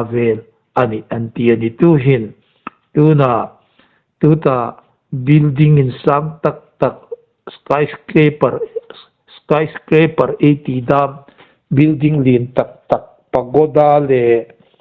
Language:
Hmar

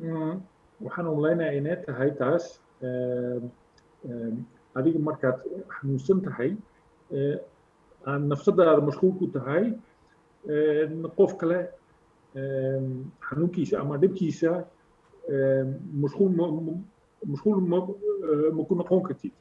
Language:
Somali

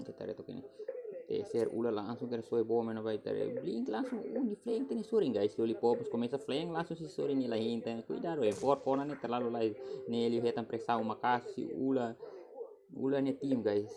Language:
Tetum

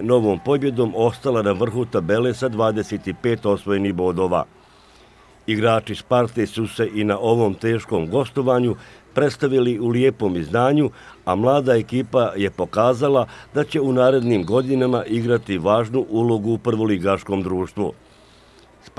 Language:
Bosnian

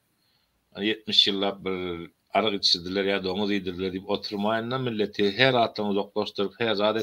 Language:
Turkmen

